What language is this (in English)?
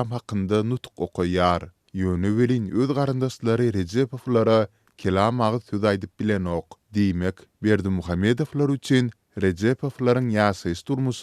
Turkmen